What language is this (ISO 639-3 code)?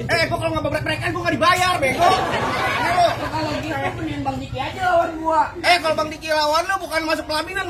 bew